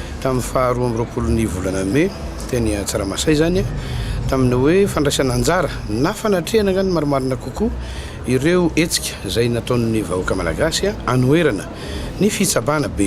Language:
Malagasy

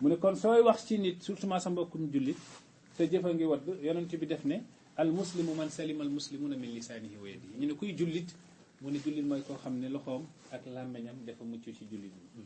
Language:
Wolof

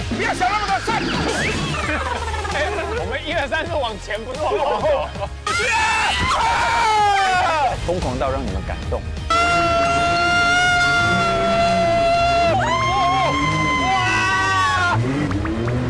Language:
Chinese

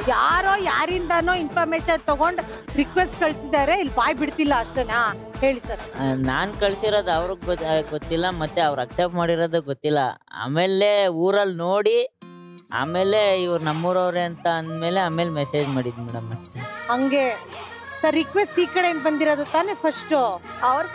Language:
Kannada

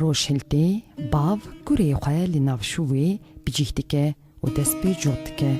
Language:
Kurdish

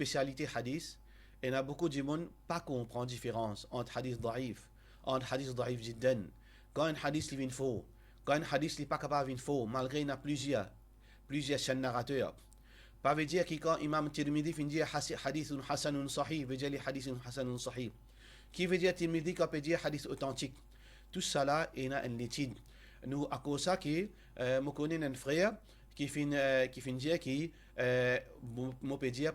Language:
Morisyen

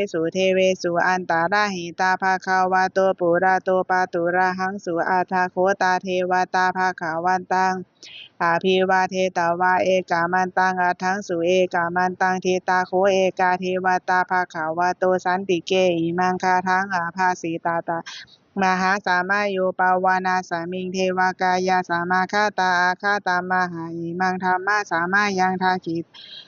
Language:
Pali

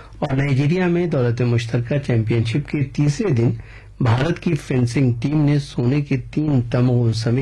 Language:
Urdu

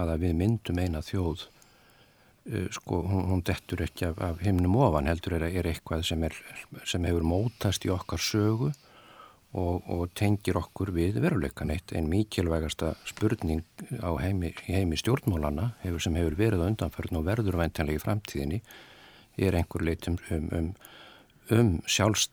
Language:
Icelandic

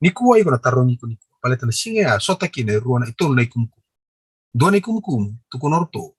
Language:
Fijian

